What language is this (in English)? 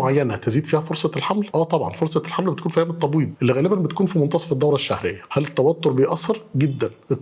Egyptian Arabic